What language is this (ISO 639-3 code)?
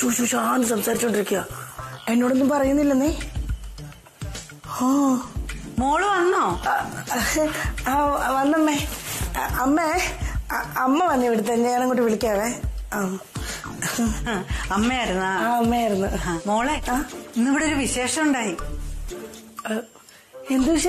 mal